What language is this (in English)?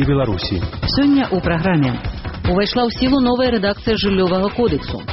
Belarusian